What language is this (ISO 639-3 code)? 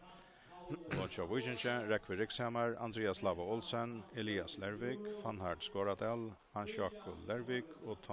fao